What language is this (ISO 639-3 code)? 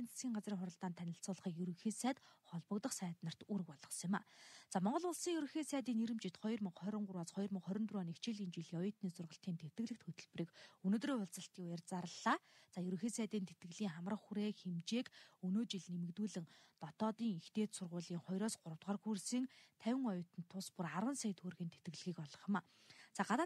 mon